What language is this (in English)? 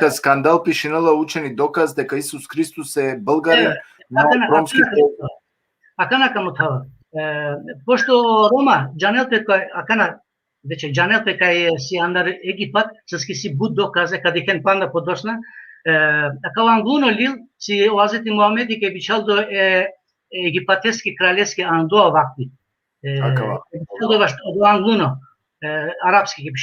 Balkan Romani